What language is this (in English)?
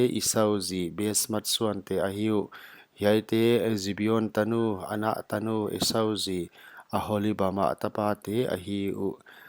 Paite Chin